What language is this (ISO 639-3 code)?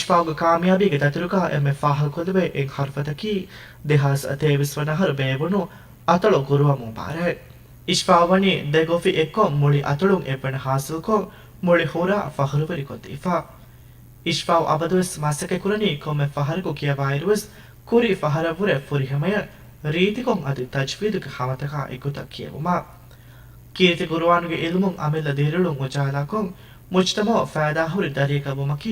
div